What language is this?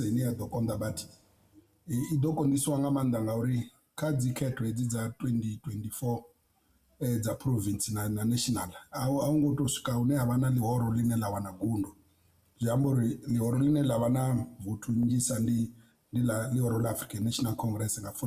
Venda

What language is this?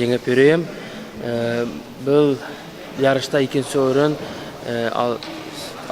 Bashkir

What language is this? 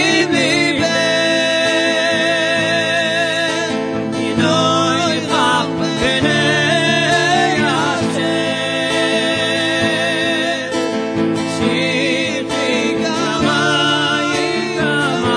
Hebrew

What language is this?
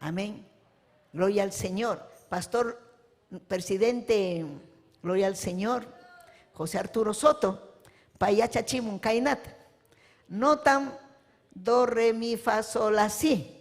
Ayacucho Quechua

